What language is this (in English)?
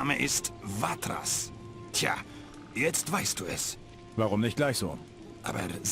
Bavarian